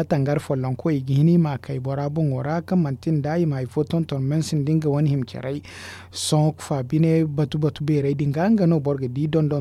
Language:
Zarma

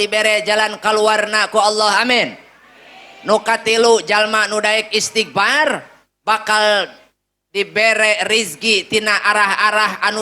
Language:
Sundanese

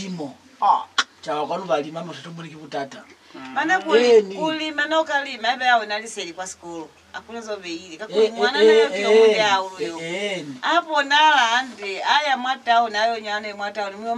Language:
Lozi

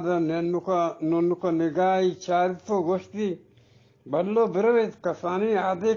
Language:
Eastern Balochi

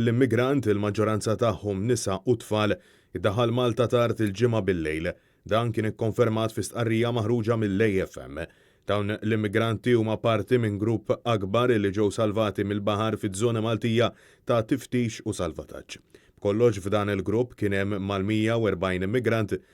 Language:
Maltese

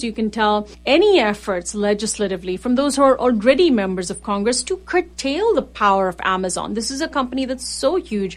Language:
English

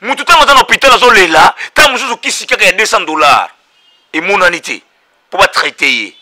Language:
Lingala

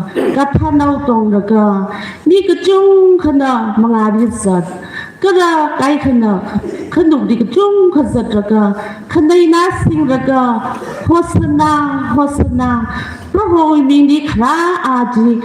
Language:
Tangkhul Naga (India)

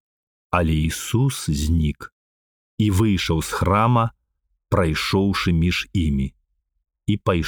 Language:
Belarusian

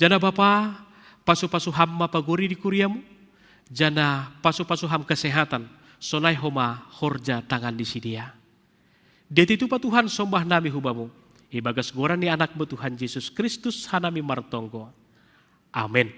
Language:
Batak Simalungun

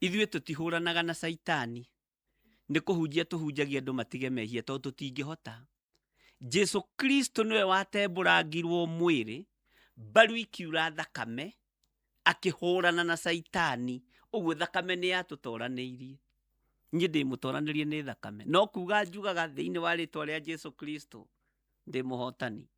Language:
Kikuyu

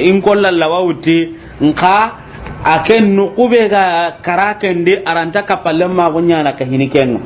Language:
Soninke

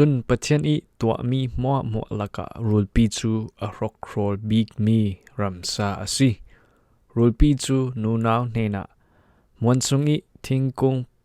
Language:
Falam Chin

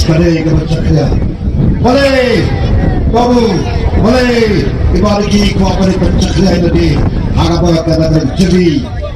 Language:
Khasi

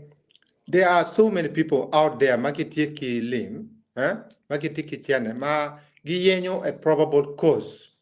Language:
Acoli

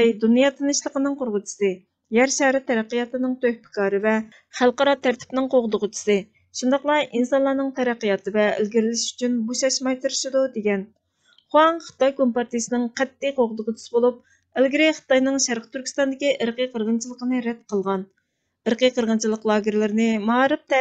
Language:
Uyghur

